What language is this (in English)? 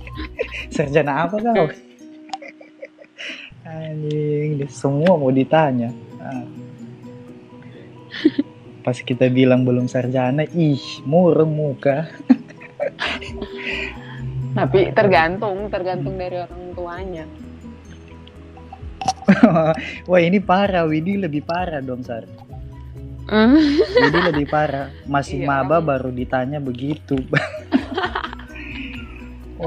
Indonesian